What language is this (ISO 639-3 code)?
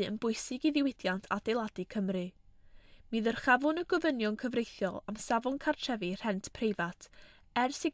cym